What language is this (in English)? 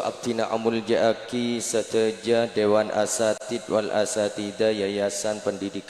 Madurese